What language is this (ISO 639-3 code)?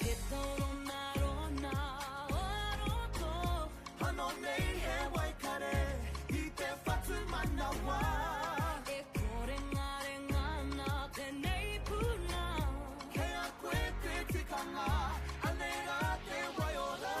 mri